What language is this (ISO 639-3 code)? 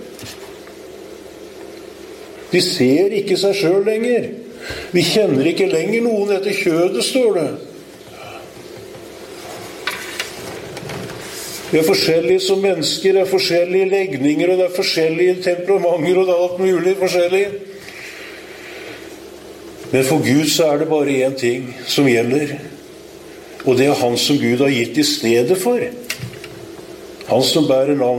nor